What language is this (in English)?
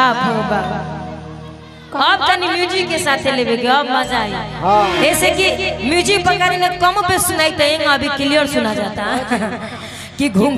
Bhojpuri